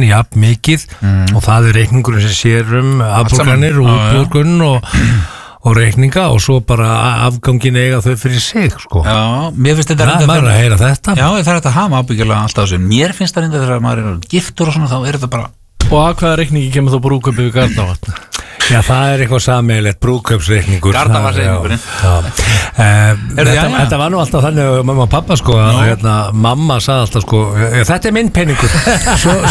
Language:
Icelandic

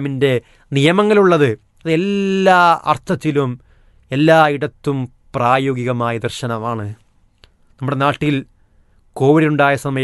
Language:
Malayalam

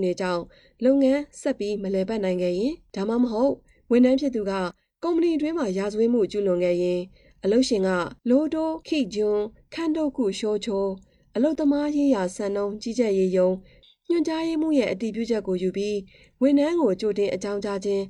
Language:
Burmese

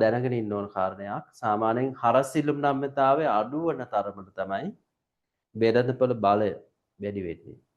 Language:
Sinhala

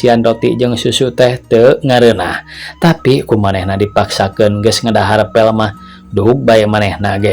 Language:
Sundanese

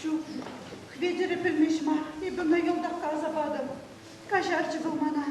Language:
Chuvash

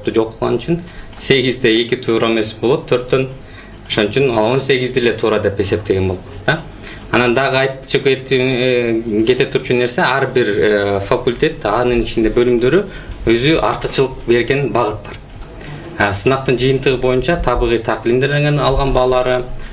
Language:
Kyrgyz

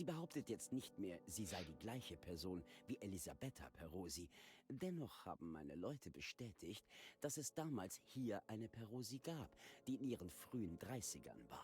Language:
Bavarian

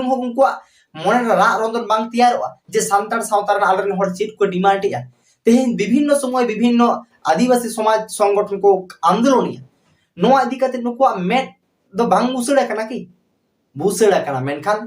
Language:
Santali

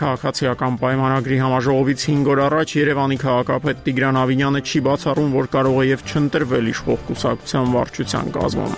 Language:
Armenian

